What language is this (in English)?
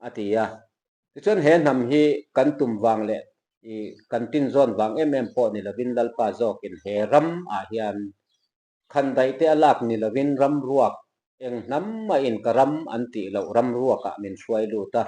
Mizo